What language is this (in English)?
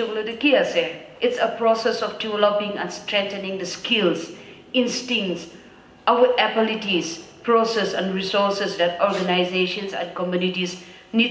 Naga Pidgin